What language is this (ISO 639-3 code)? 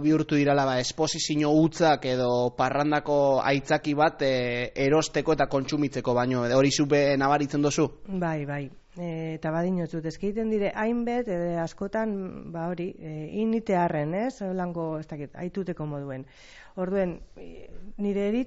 eus